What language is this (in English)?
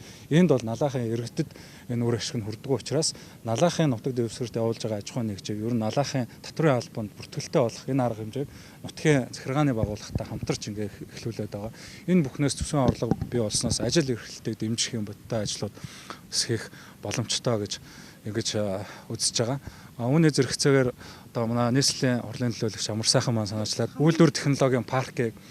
Mongolian